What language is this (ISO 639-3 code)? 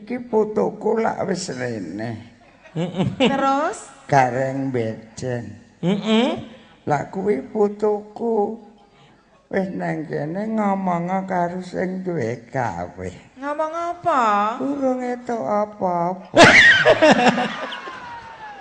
jav